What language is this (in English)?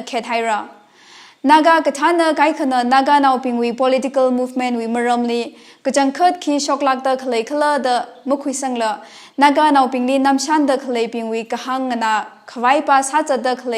Tangkhul Naga (India)